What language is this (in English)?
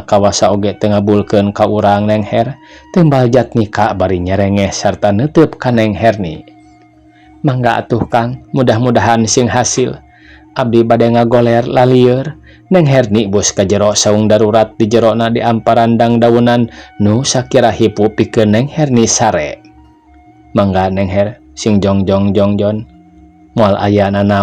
Sundanese